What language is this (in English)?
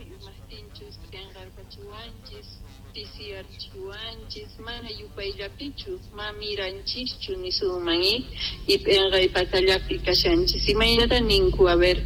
South Bolivian Quechua